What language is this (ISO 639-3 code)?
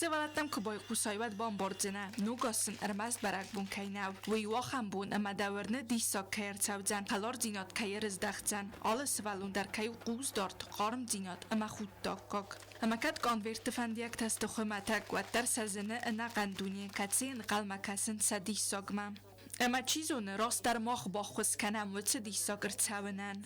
oss